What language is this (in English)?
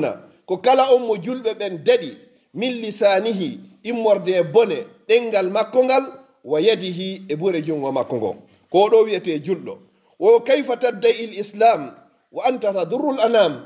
Fula